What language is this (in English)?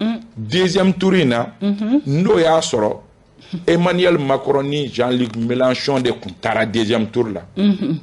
Bambara